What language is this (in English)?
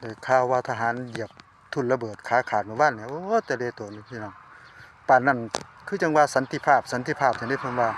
Northeastern Thai